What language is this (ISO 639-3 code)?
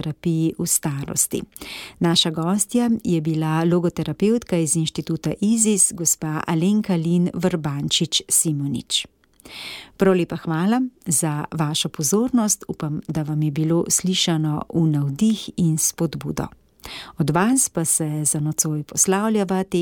slv